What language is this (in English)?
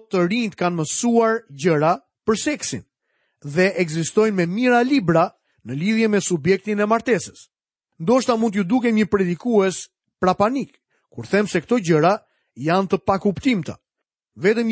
Albanian